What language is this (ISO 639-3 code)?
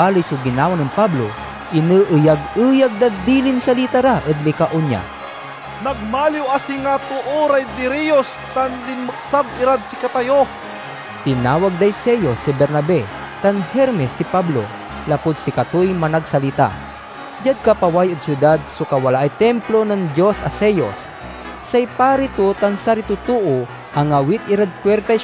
pag